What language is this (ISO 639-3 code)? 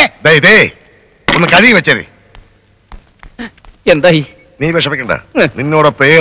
mal